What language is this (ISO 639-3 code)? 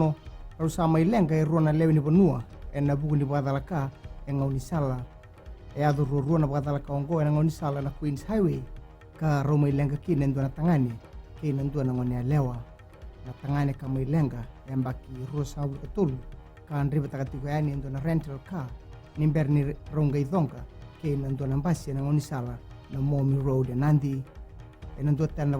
fij